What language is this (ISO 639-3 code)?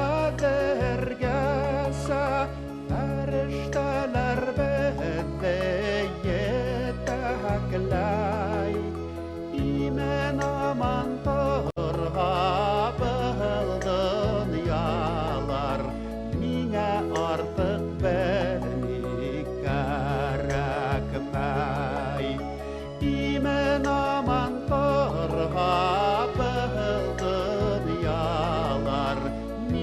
bak